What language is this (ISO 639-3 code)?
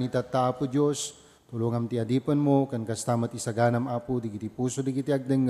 ilo